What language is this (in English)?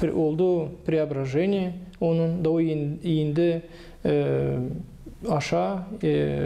Gagauz